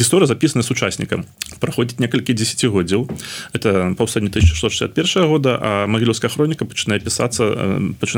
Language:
Belarusian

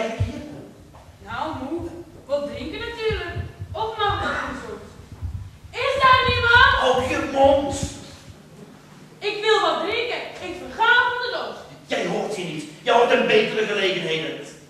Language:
Dutch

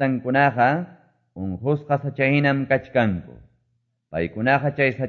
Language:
Quechua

